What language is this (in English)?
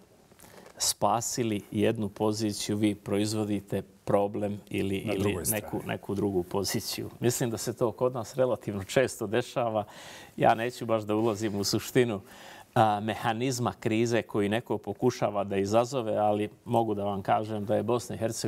Bosnian